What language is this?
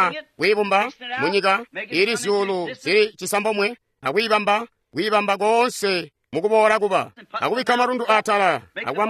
Tonga (Zambia)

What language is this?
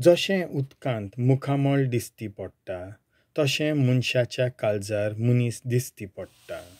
Konkani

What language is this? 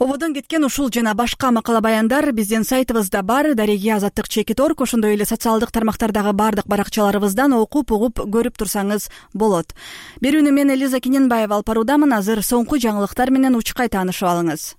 Kyrgyz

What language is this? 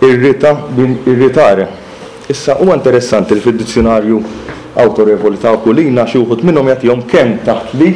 Maltese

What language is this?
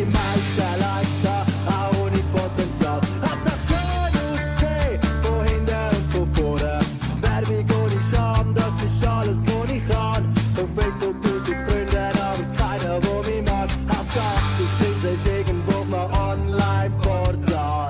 Swiss German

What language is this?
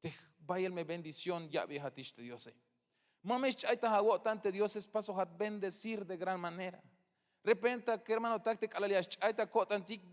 Tzeltal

